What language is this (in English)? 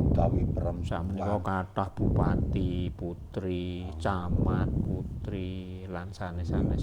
Javanese